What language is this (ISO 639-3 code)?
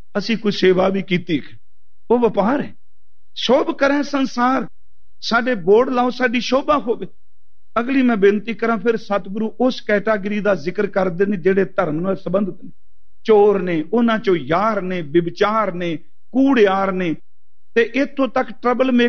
pan